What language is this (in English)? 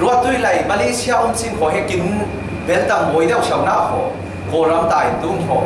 Falam Chin